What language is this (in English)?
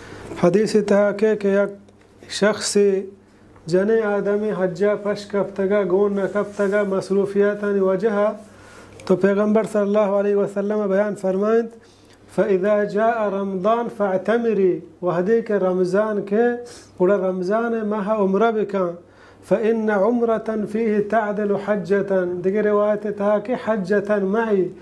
Baluchi